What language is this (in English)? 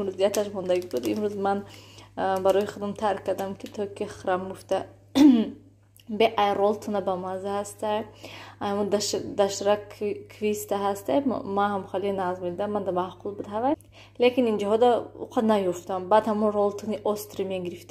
Tajik